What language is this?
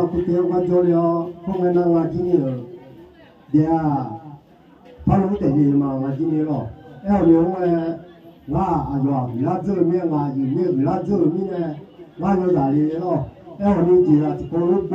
Akha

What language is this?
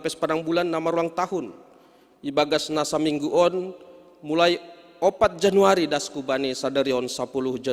Batak Simalungun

